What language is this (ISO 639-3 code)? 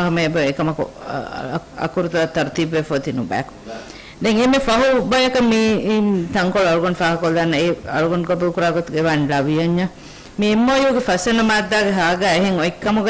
div